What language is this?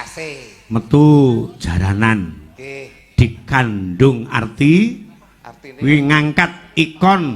Javanese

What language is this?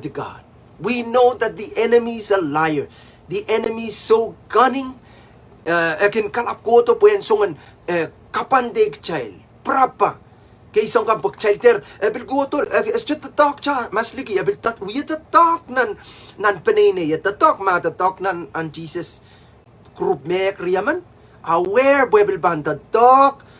Pohnpeian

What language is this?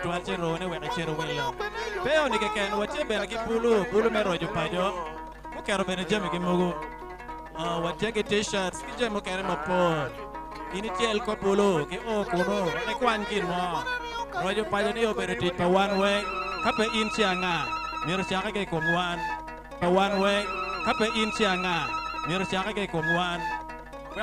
Acoli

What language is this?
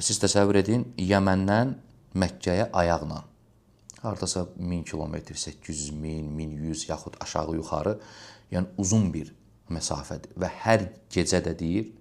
Azerbaijani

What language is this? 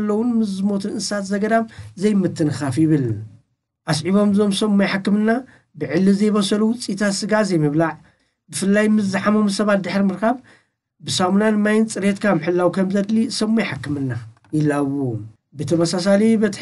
Tigrinya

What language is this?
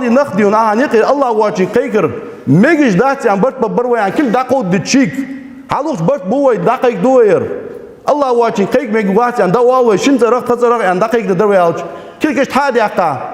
Ingush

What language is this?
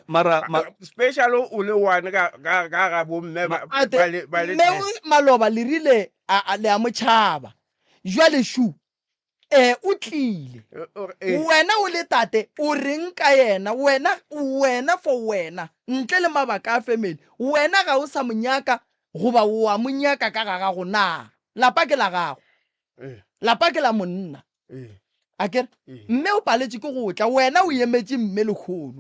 Northern Sotho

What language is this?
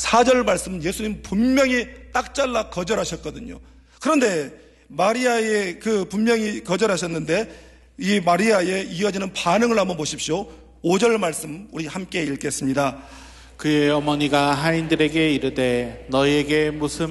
Korean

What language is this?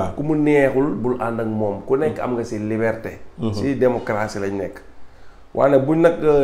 Wolof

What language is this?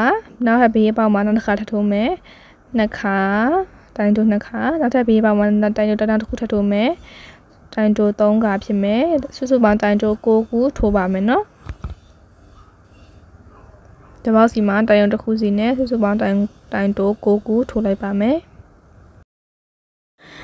Burmese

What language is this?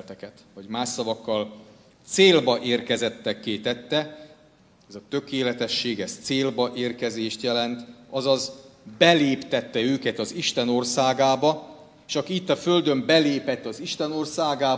Hungarian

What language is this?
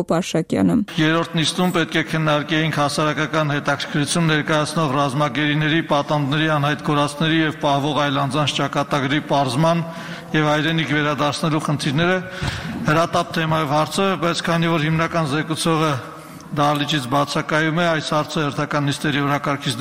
Armenian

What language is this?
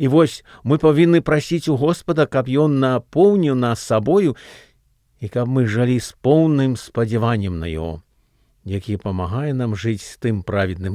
Belarusian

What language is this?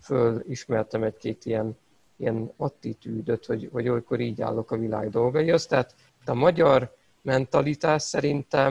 Hungarian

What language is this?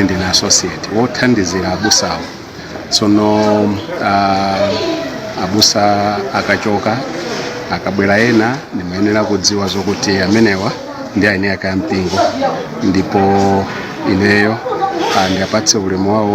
Nyanja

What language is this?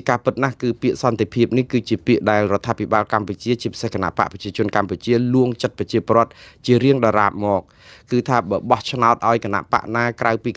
Khmer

